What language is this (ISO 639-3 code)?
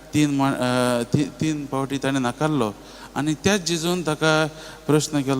kok